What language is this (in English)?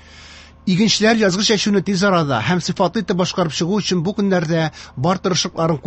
Tatar